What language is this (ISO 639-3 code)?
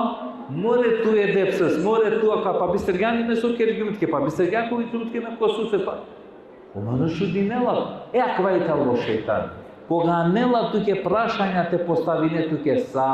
rmn